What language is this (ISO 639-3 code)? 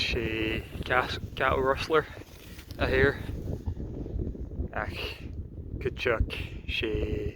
gla